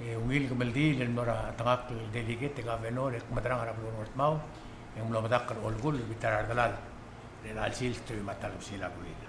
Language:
Palauan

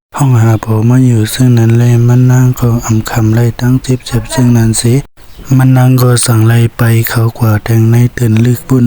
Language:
Shan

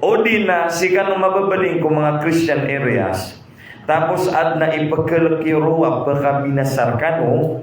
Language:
Maranao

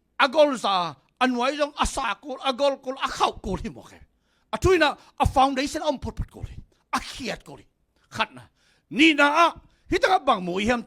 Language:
Tedim Chin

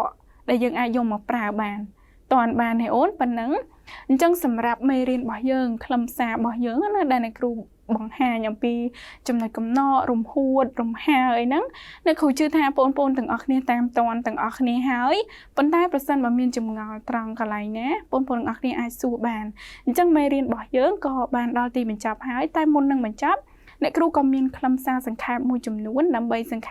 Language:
Khmer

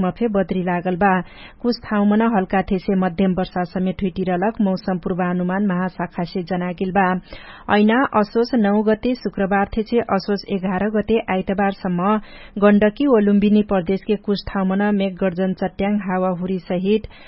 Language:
Dangaura Tharu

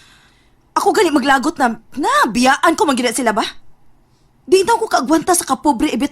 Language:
Cebuano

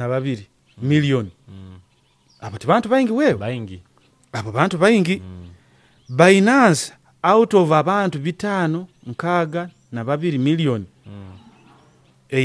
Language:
Nyoro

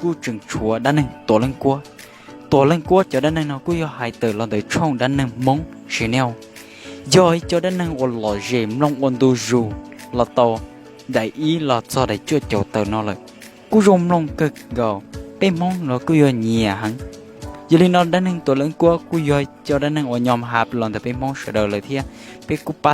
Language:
Hmong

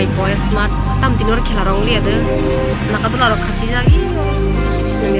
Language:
Kok Borok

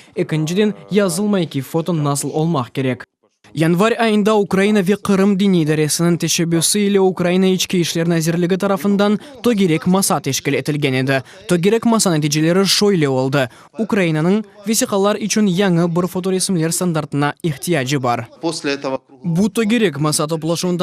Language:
Crimean Tatar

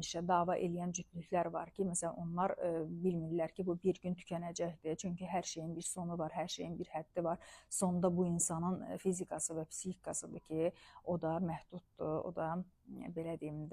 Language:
Azerbaijani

